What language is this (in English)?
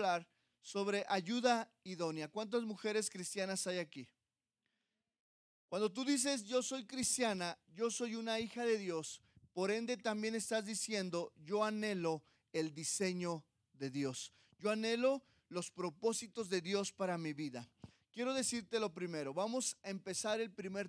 Spanish